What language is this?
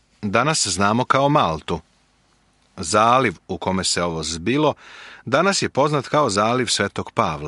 Serbian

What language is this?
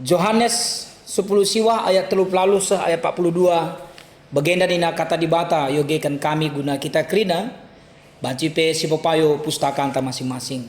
Batak Karo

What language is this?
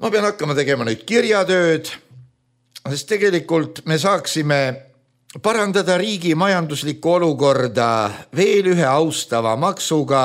Estonian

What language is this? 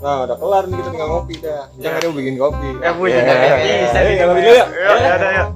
Betawi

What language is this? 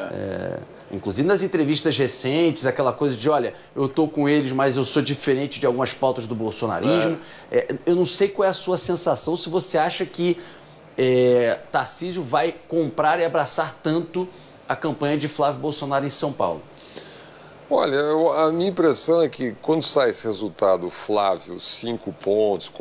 Portuguese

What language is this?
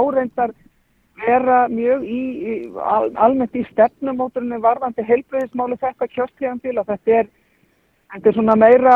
Icelandic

